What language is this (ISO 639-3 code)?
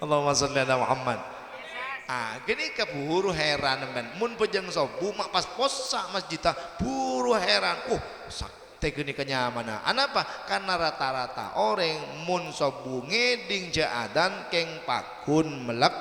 mad